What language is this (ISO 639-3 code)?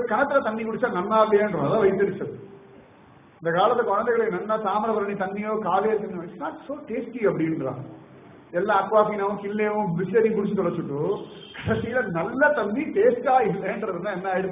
tam